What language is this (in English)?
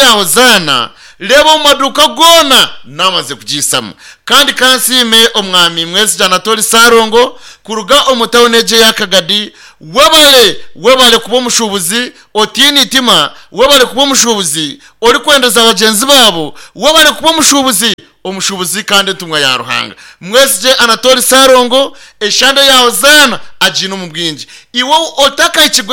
Nyankole